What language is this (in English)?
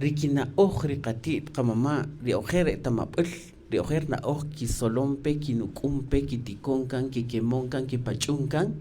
Kaqchikel